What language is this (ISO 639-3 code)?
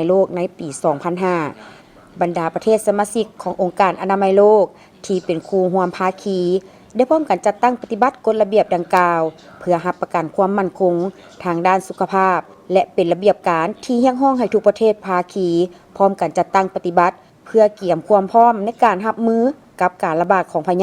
lao